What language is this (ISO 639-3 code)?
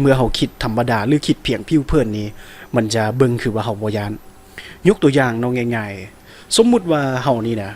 lao